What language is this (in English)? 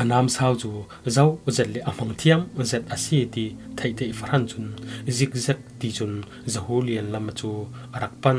Falam Chin